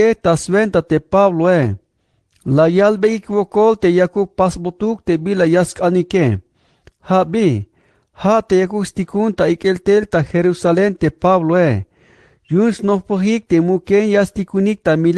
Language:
Tzeltal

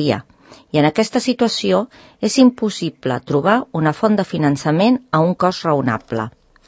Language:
Catalan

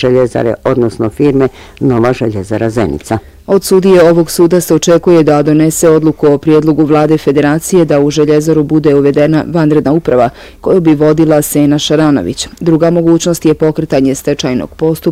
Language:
Bosnian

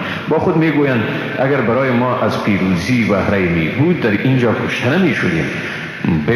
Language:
Persian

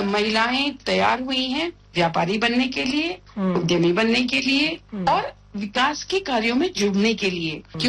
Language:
Hindi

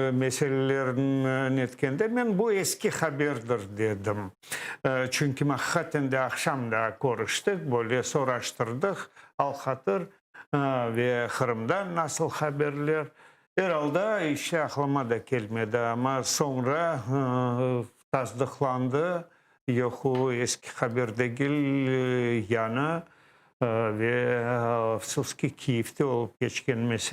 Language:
Crimean Tatar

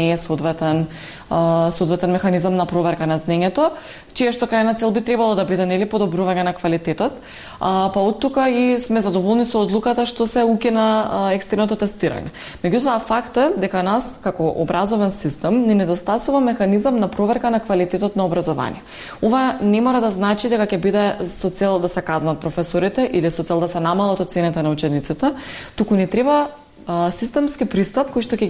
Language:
Macedonian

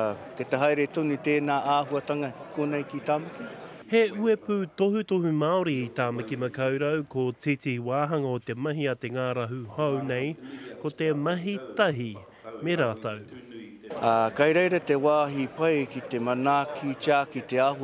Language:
Māori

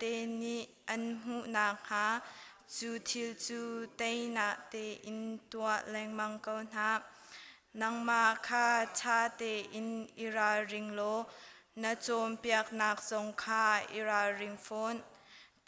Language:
Hakha Chin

